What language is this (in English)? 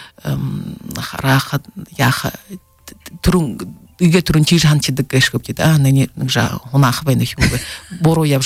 Buriat